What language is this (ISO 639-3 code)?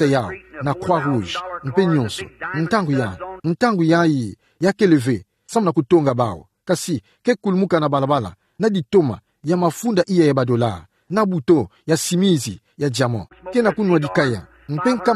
ktu